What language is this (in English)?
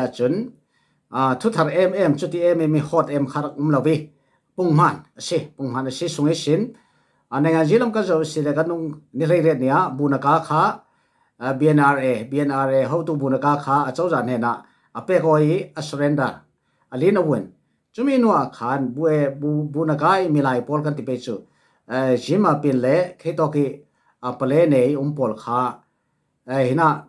Falam Chin